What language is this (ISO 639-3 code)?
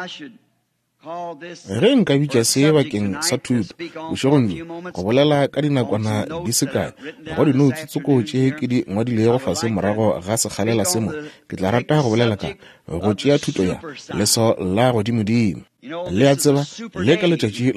nso